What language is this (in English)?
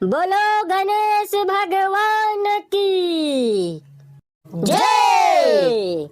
Chhattisgarhi